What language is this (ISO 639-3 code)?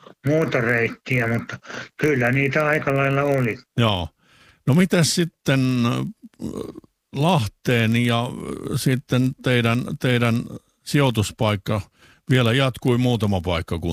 fin